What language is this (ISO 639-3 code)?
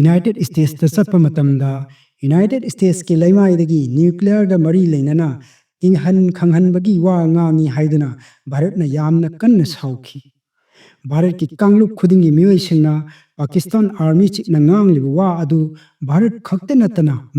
mni